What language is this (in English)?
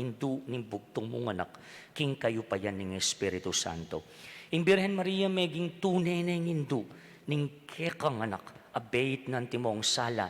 Pampanga